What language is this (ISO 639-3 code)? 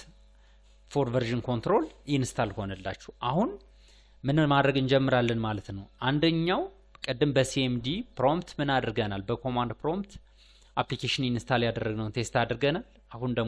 amh